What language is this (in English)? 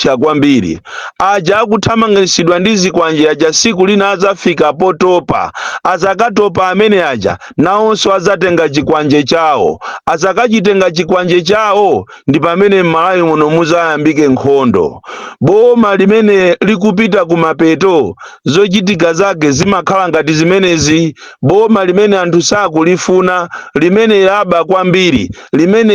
Nyanja